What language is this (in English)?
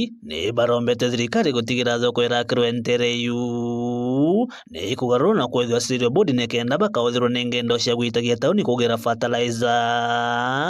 Meru